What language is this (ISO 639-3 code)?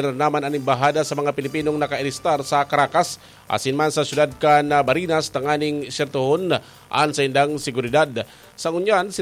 bik